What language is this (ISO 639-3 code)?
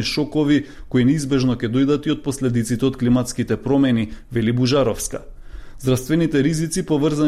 mkd